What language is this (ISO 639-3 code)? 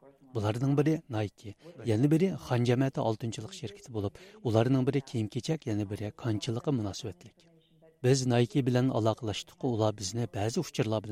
uig